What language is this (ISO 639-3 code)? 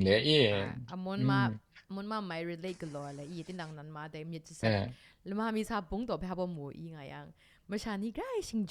kac